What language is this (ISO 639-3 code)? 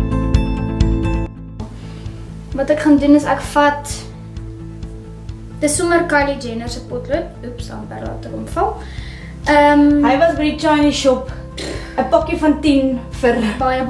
afr